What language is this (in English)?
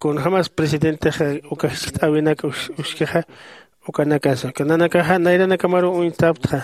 Aymara